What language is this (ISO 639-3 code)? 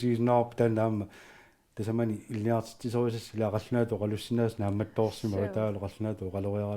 kal